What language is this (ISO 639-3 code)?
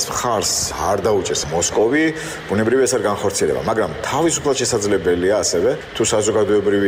kat